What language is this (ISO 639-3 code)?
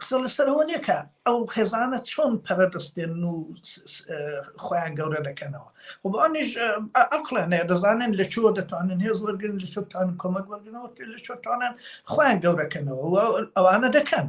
ckb